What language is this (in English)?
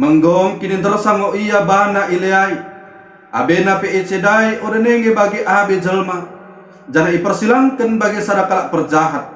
Batak Dairi